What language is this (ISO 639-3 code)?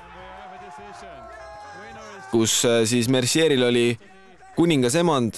est